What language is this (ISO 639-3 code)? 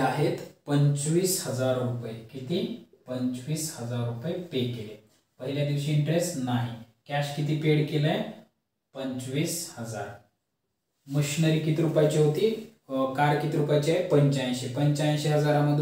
mar